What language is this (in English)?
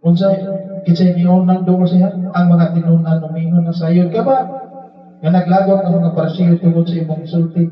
Cebuano